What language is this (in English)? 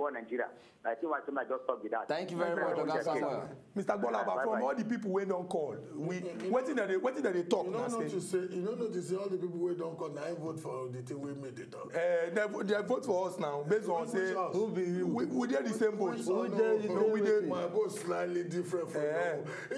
Nigerian Pidgin